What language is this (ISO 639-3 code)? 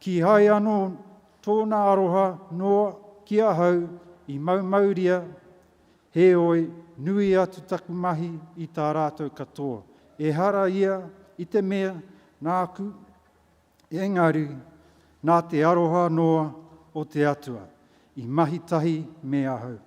mri